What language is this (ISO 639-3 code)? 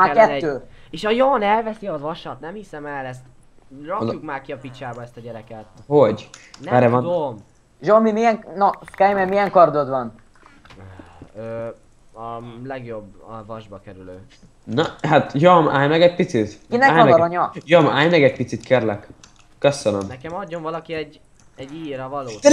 hun